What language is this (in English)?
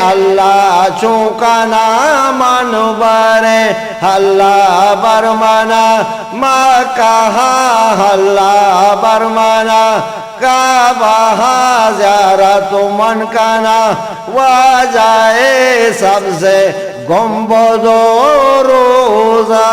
Eastern Balochi